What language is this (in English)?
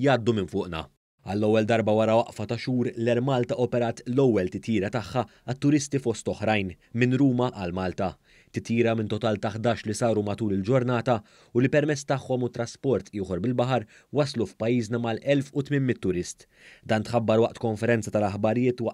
Maltese